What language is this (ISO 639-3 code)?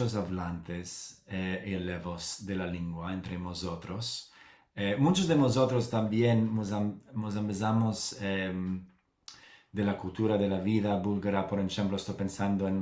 lad